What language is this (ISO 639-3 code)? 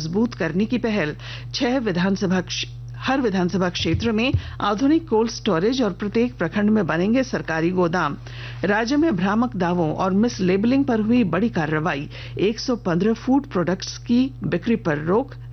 hin